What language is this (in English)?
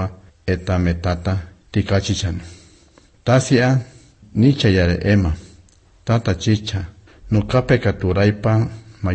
Basque